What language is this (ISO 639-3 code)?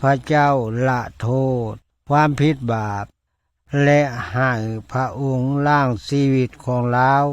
lao